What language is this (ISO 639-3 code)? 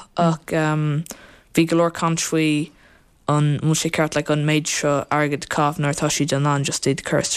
gle